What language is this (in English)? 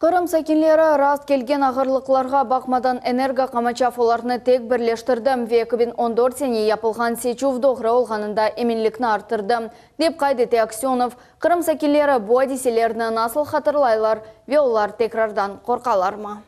Crimean Tatar